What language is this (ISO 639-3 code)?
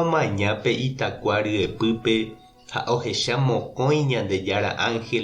grn